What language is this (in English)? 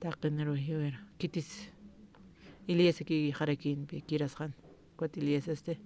Aymara